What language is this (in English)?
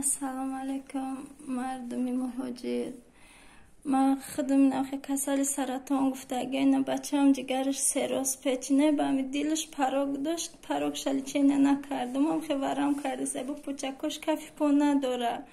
Tajik